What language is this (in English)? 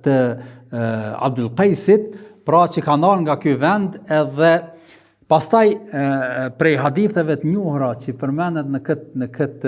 Albanian